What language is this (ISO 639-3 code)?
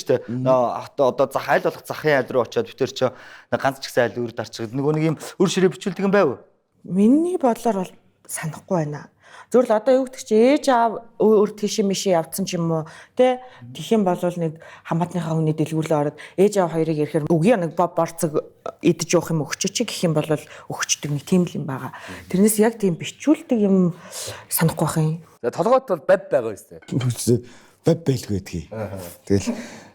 mon